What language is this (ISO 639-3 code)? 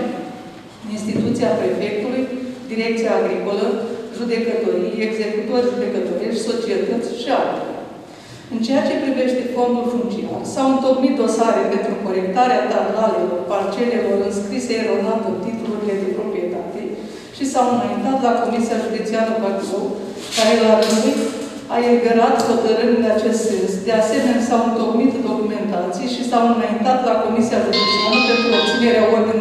ron